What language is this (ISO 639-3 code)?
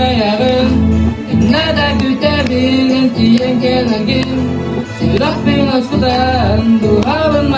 sah